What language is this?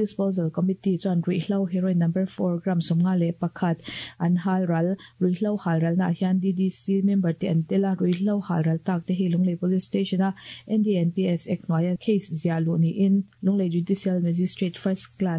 Mizo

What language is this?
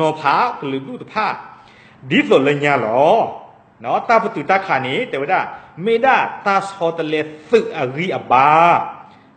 S'gaw Karen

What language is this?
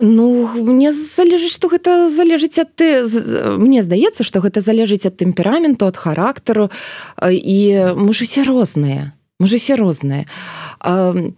Belarusian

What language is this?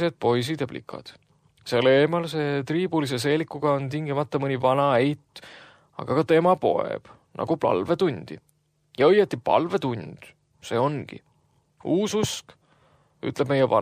Estonian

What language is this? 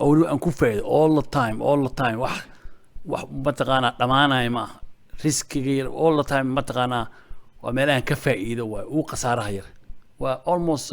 Somali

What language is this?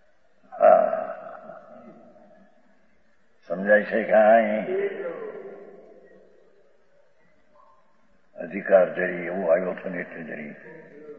Gujarati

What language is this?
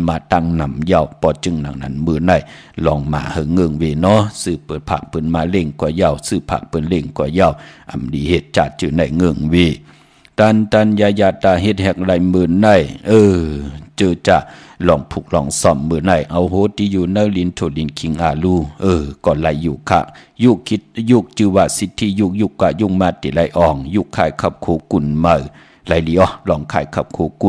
Shan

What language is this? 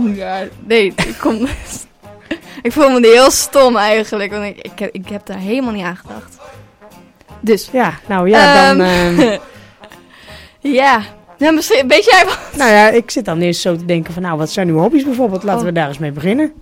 Dutch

